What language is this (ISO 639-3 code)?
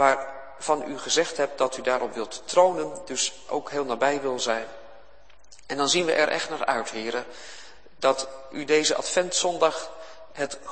nld